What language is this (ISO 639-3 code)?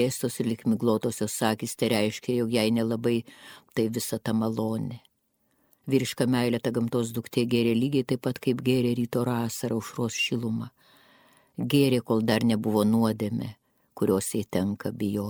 lit